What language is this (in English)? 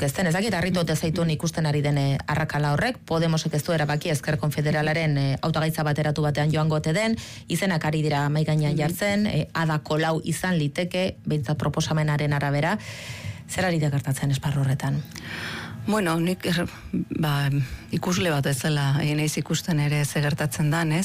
Basque